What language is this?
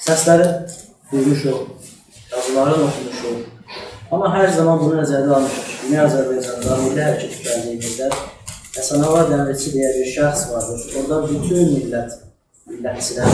South Azerbaijani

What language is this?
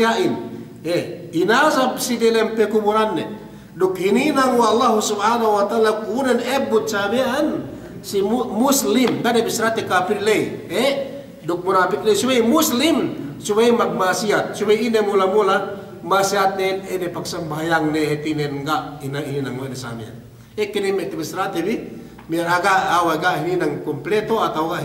Yakan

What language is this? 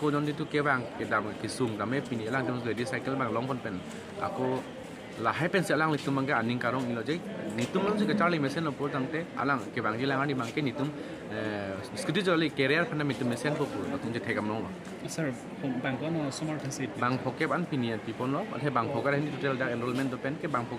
Karbi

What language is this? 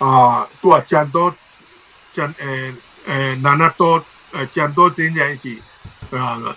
Tedim Chin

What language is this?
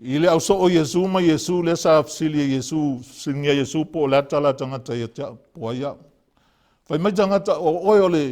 Samoan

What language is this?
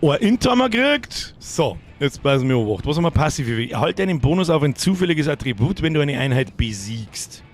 Bavarian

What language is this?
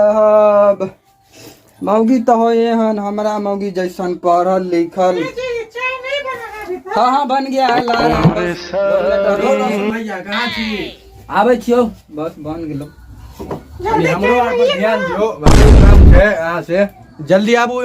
Maithili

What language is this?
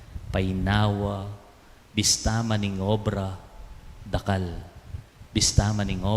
Pampanga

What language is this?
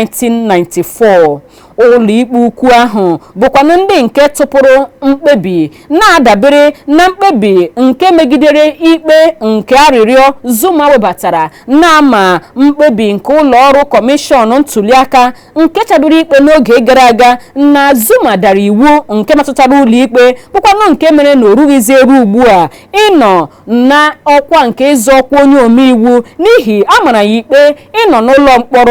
Igbo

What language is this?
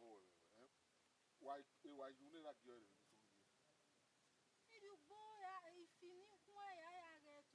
Bini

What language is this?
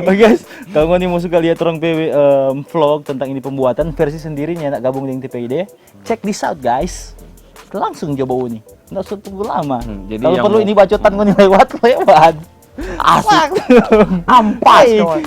Manado Malay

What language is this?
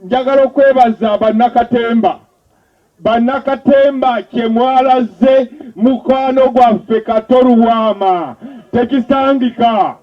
Ganda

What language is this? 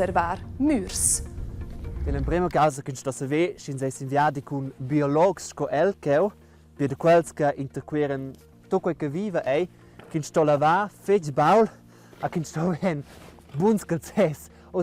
Romansh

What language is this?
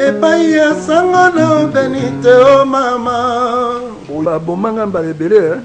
Lingala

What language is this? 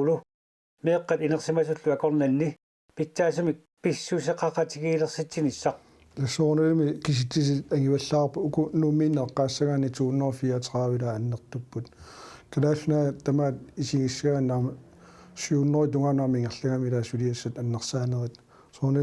Kalaallisut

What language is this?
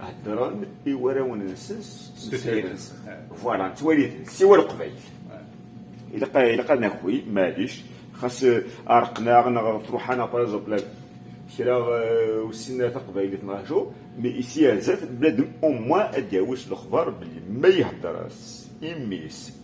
Kabyle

